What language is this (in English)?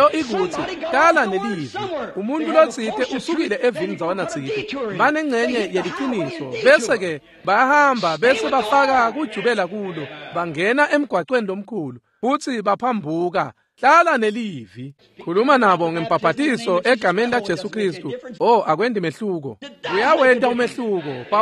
Swati